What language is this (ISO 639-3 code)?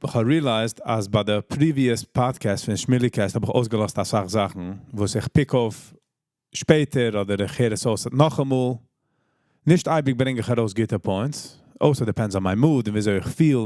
yid